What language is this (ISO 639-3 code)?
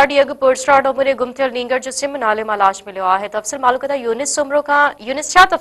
snd